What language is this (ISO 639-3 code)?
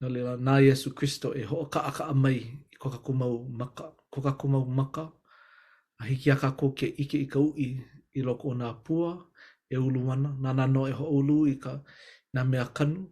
haw